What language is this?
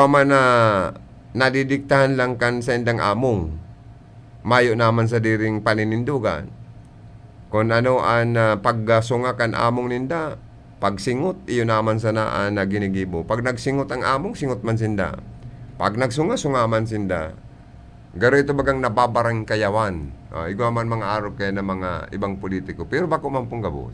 Bikol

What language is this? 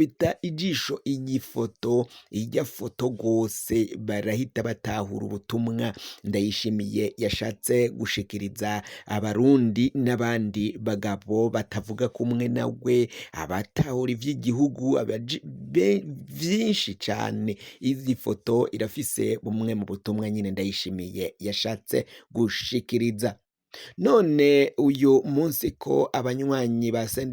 Rundi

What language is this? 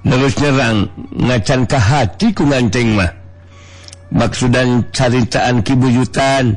Sundanese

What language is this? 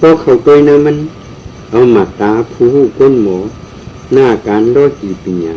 Shan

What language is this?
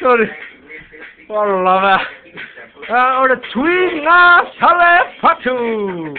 Samoan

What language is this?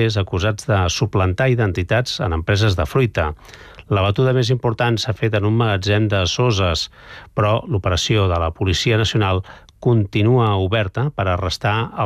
Catalan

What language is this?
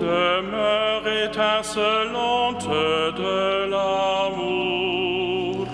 Luxembourgish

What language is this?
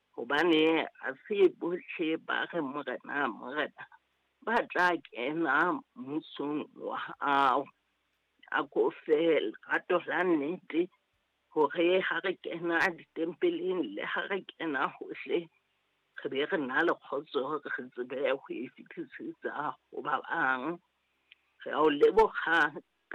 Southern Sotho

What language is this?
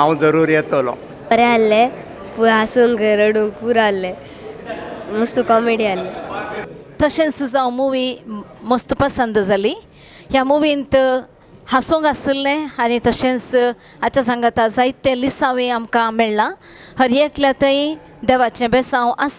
Konkani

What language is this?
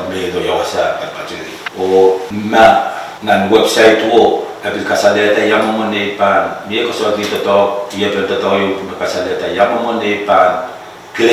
Pohnpeian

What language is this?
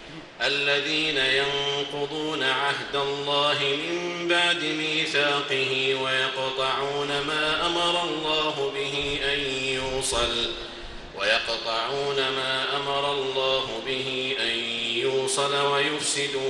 Arabic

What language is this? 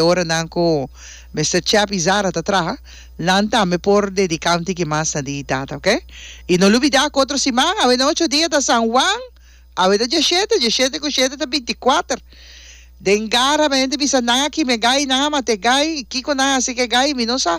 Papiamento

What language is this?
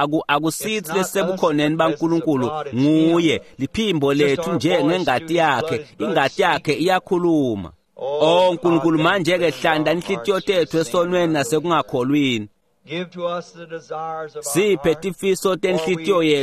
Swati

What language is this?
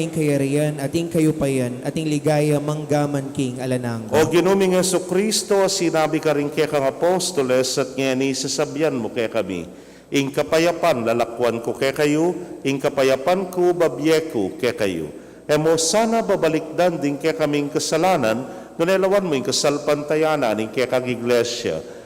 Pampanga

